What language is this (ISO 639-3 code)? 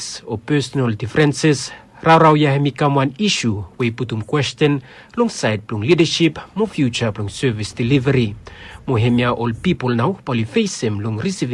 bis